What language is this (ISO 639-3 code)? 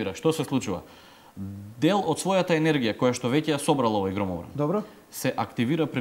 mkd